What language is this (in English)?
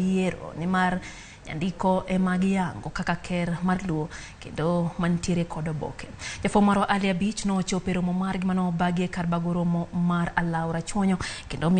Luo (Kenya and Tanzania)